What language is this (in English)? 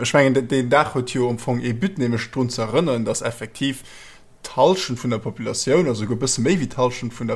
Luxembourgish